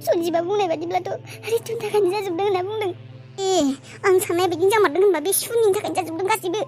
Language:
Bodo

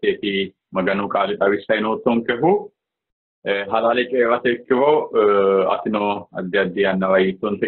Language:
Sidamo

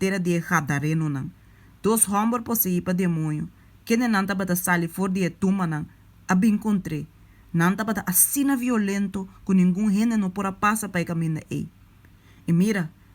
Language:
Papiamento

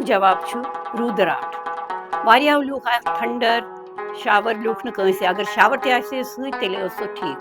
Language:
Kashmiri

